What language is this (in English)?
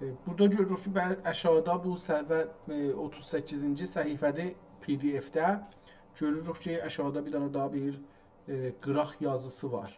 South Azerbaijani